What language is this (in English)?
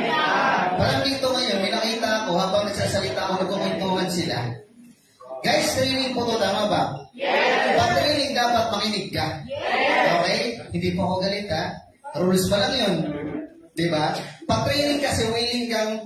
Filipino